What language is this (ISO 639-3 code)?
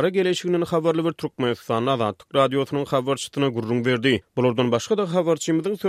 tuk